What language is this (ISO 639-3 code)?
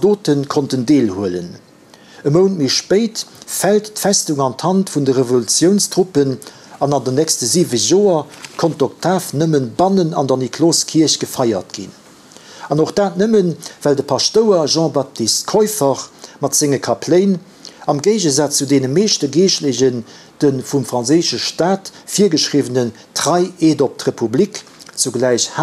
ltz